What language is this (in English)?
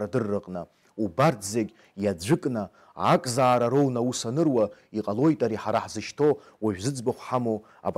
Abkhazian